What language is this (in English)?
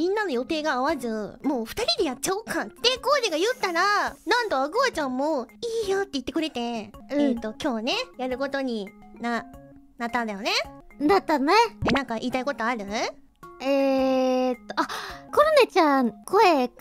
Japanese